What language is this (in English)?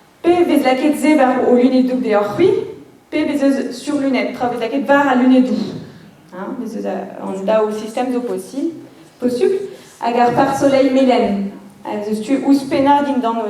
Breton